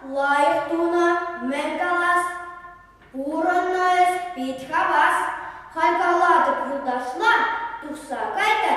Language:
Chuvash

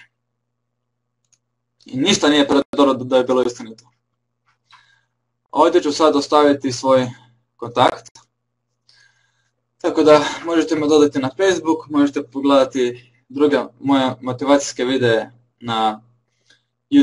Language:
Croatian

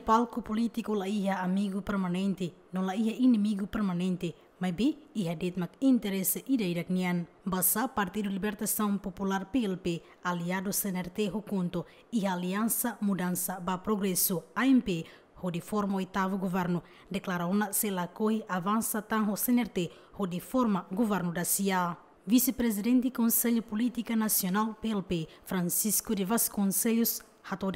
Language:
Tetum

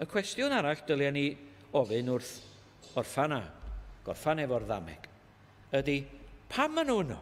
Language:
Welsh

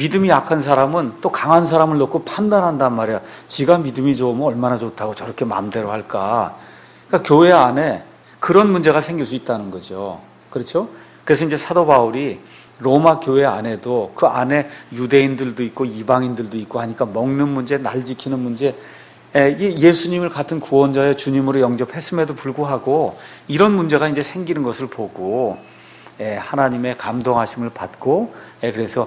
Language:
Korean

